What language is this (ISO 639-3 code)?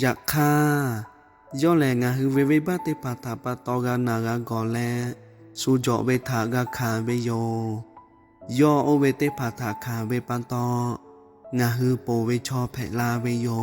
lhu